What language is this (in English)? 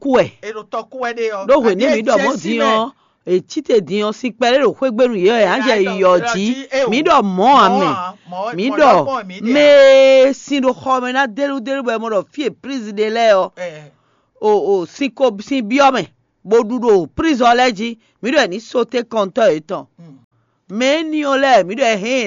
Fon